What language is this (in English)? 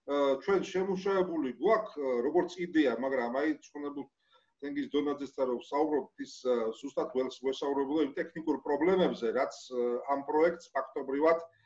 Georgian